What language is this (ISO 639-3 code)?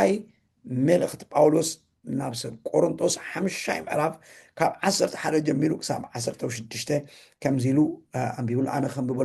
tir